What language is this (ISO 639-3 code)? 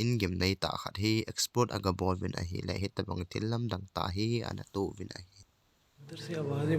tcz